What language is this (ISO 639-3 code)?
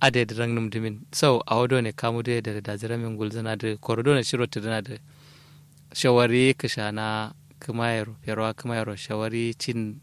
kau